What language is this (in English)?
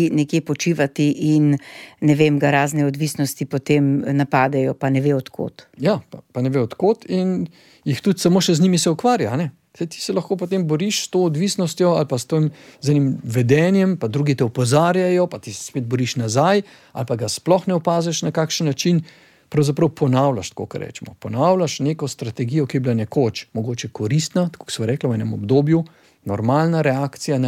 Slovenian